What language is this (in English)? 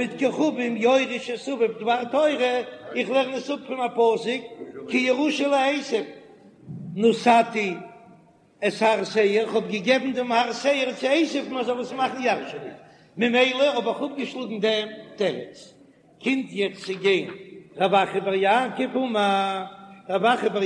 Yiddish